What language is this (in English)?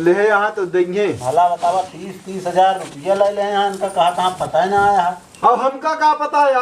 Awadhi